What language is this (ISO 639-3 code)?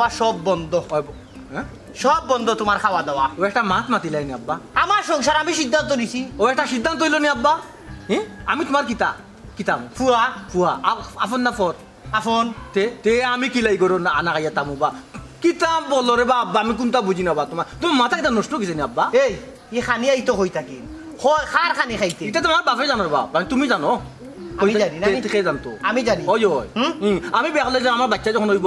syl